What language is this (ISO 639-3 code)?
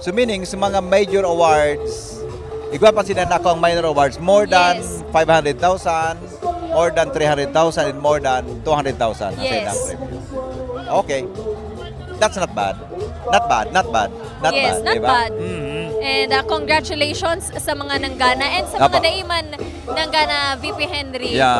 bik